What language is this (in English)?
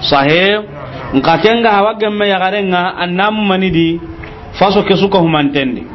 Soninke